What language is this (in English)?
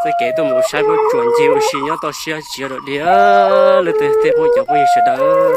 Hmong